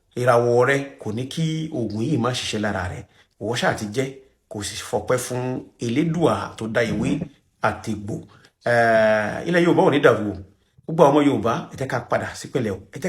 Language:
Yoruba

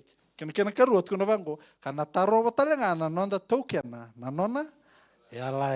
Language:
Fijian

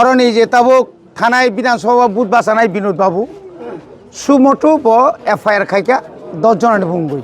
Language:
Kok Borok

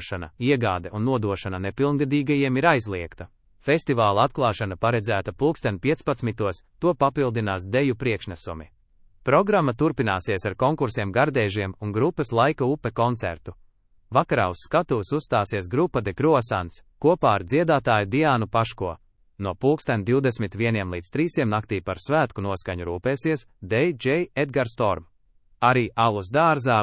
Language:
Latvian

